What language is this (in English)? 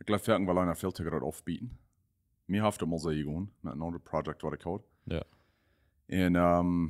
Plautdietsch